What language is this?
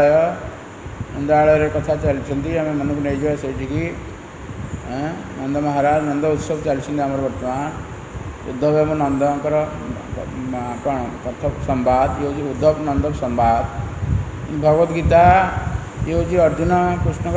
Odia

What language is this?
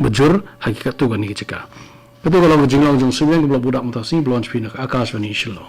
Khasi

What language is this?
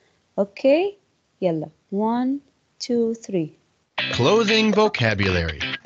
English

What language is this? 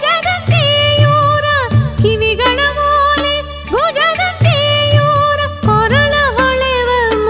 Kannada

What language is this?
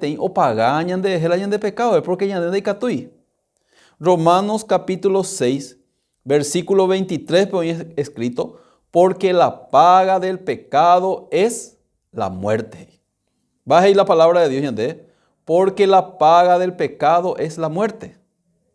Guarani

